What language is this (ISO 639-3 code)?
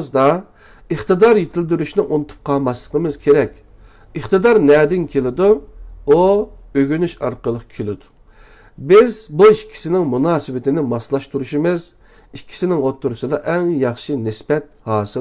uig